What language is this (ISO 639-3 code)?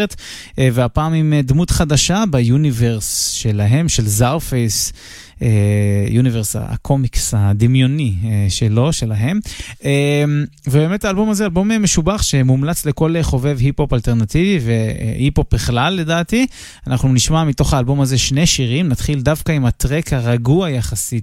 heb